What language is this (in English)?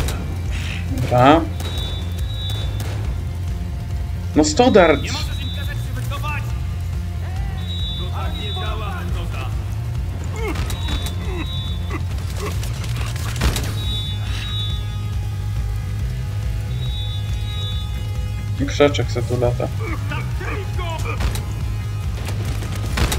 Polish